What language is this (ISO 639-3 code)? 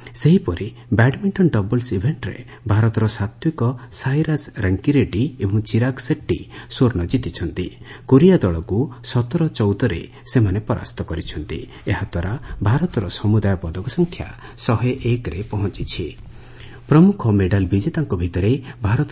ori